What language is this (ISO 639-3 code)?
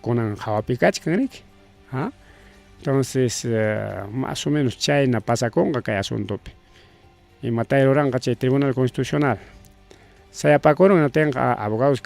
quy